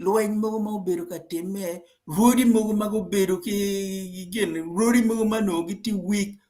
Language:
Acoli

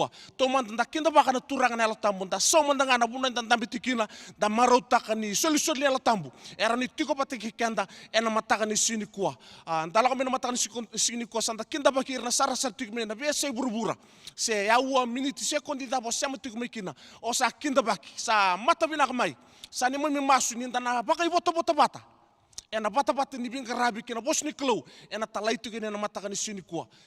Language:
Fijian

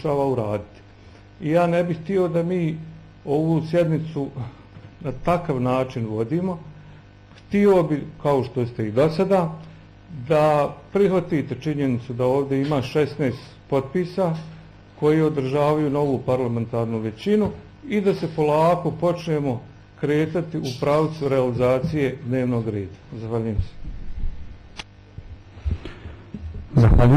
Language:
Bosnian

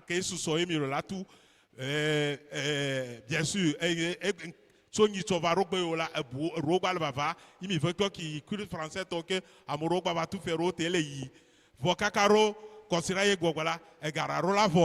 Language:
Ewe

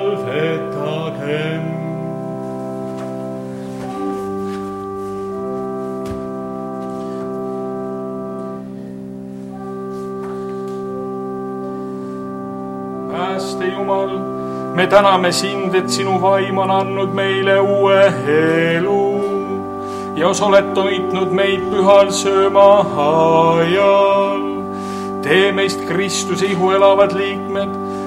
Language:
Estonian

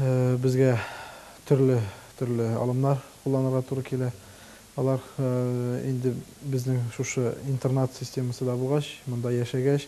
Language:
Tatar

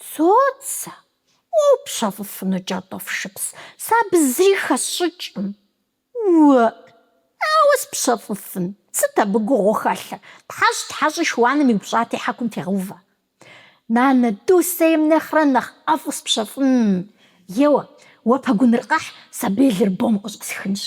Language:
Kabardian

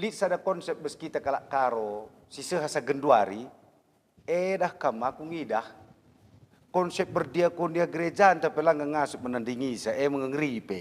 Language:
Batak Karo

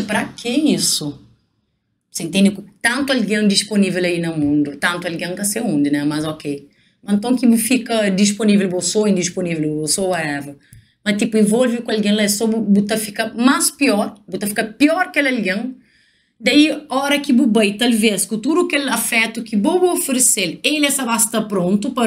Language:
Kabuverdianu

